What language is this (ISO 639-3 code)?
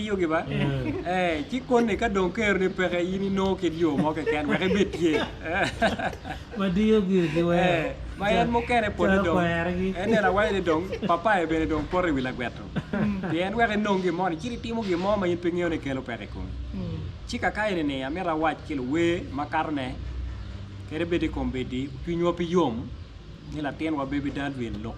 ach